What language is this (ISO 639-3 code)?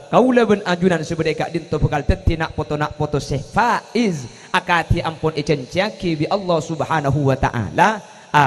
mad